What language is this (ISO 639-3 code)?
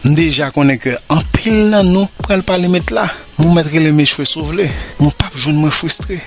hat